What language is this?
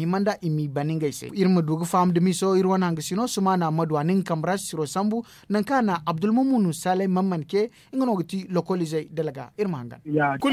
Zarma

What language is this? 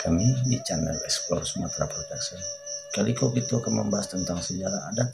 Minangkabau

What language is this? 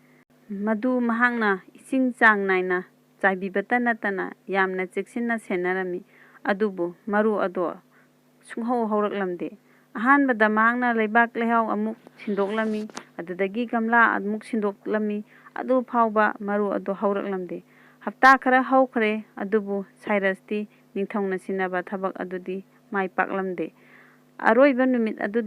Manipuri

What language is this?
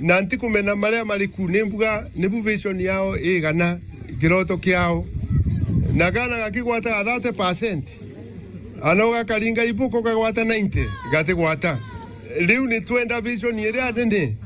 Meru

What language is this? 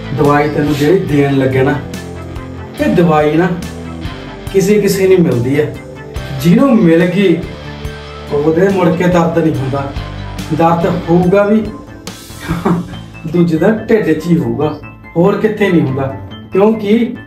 Punjabi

